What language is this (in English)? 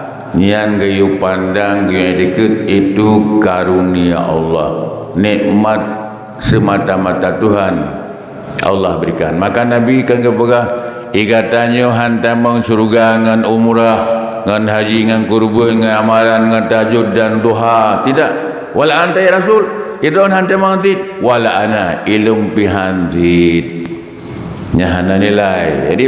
Achinese